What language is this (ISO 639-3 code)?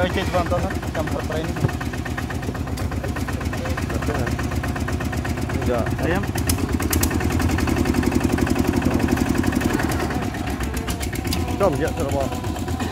vie